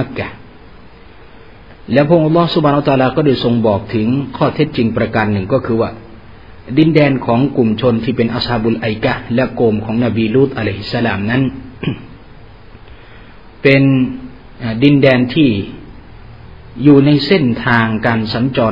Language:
Thai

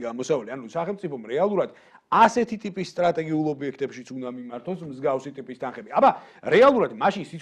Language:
Georgian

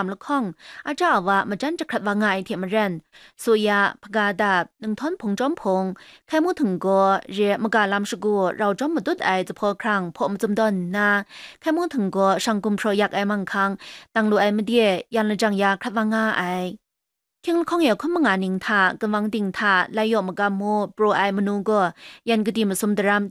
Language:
Kachin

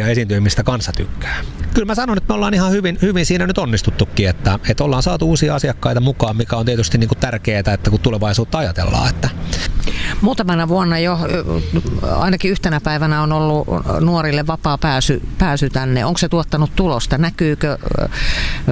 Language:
Finnish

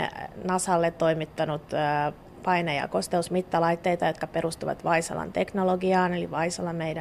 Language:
Finnish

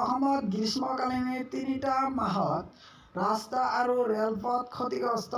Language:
Assamese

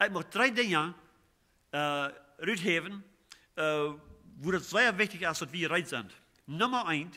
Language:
Plautdietsch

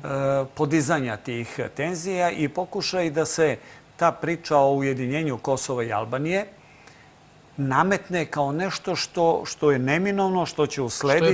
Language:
Serbian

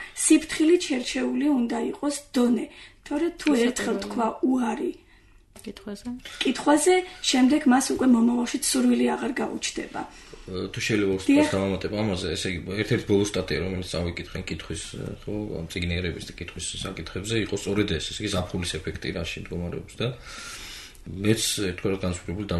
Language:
Georgian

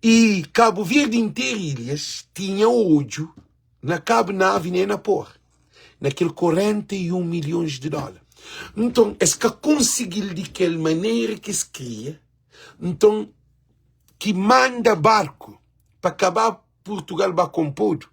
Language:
Kabuverdianu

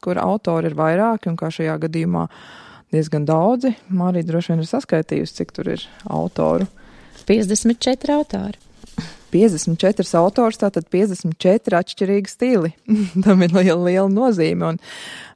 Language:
Latvian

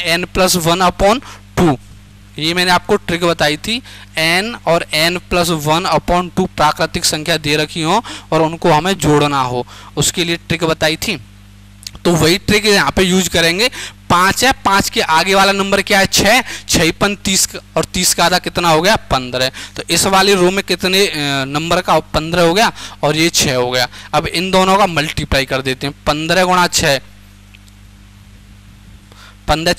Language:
Hindi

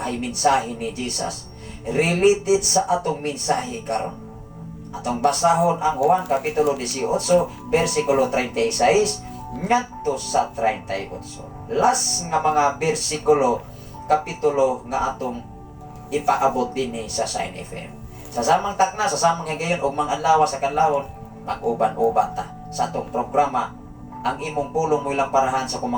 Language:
Cebuano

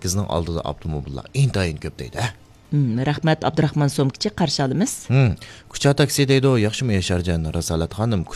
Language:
Uyghur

